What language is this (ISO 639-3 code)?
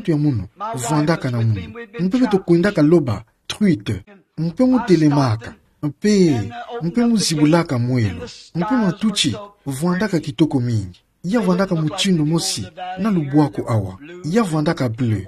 ktu